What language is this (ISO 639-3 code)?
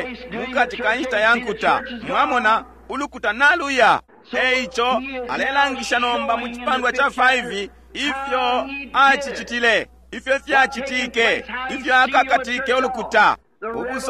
bem